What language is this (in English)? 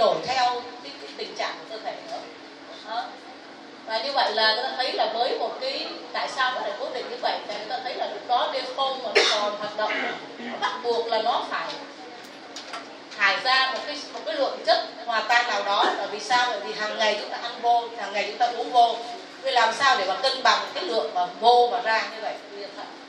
Vietnamese